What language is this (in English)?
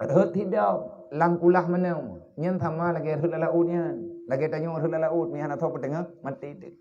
Achinese